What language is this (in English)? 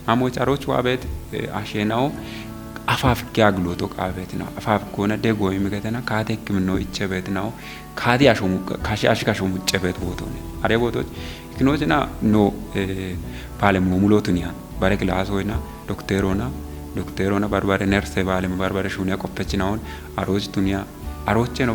Kafa